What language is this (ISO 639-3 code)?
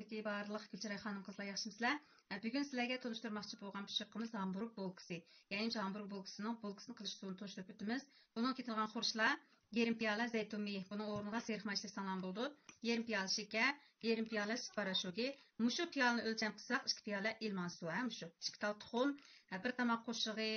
uig